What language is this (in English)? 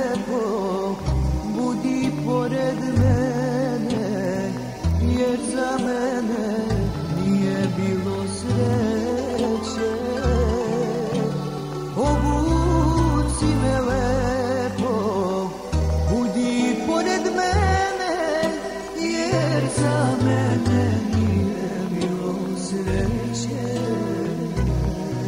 Serbian